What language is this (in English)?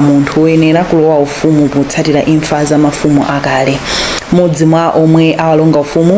Nyanja